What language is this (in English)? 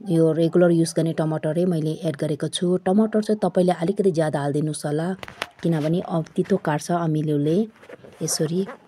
Nepali